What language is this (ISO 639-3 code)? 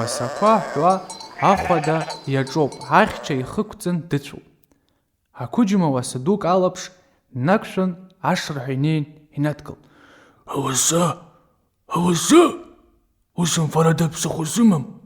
abk